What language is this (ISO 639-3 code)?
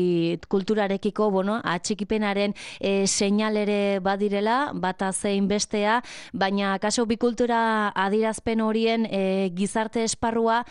eus